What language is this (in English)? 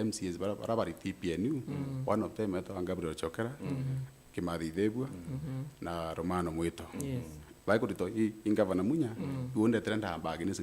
Meru